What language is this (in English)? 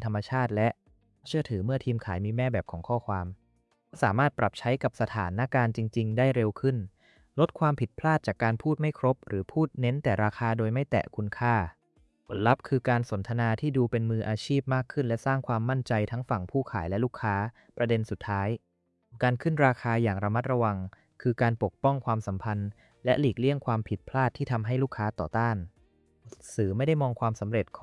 Thai